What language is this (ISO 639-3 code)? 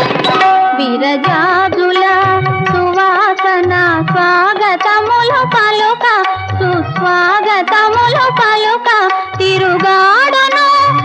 tel